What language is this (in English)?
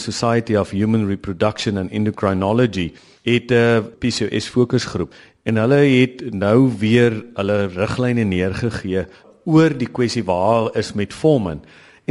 Afrikaans